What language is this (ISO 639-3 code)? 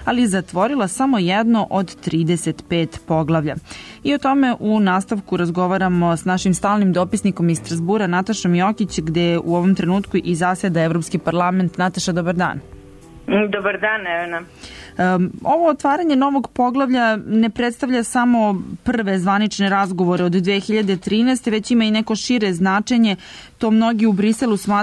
srp